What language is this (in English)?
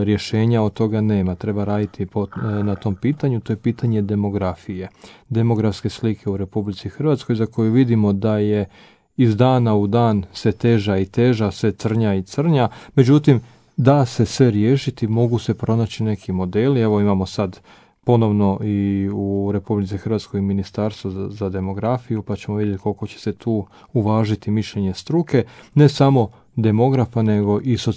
Croatian